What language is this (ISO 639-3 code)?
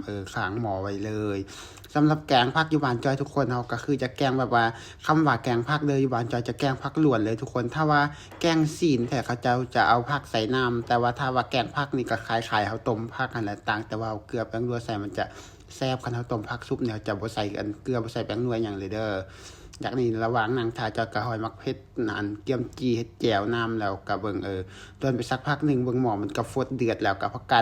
lao